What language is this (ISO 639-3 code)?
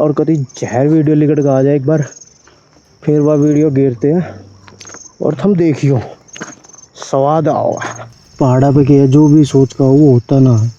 bgc